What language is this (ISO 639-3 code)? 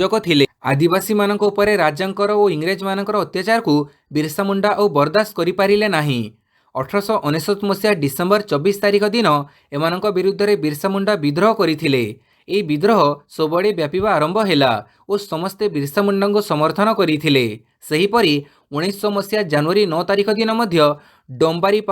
ori